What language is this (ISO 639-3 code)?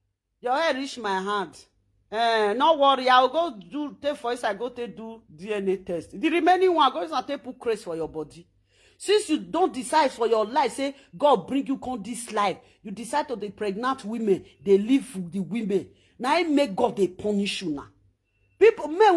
pcm